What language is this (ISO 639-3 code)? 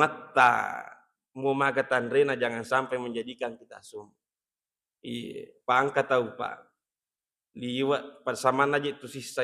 bug